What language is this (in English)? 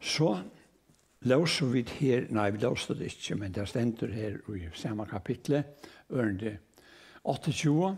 Faroese